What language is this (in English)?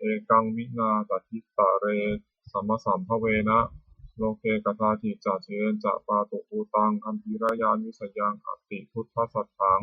Pali